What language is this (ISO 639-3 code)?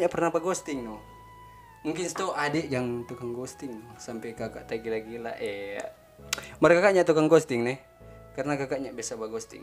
xmm